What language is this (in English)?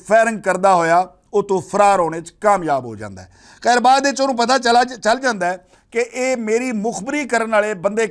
Western Panjabi